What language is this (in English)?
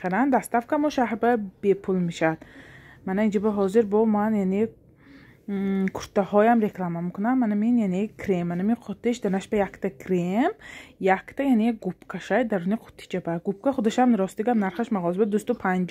Tajik